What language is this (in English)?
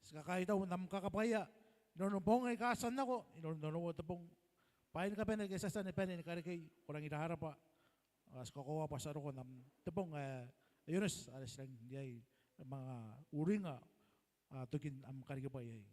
Gilbertese